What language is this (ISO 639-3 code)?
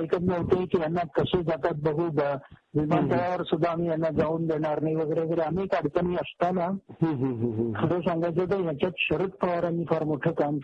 mar